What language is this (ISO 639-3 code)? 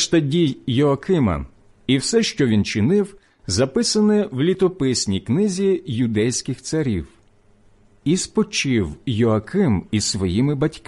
ukr